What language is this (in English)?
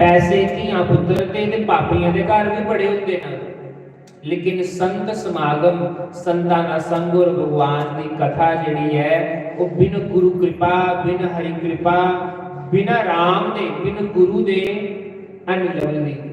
Dogri